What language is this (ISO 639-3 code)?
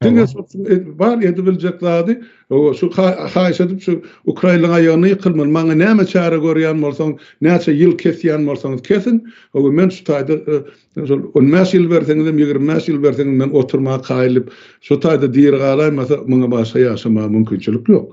tuk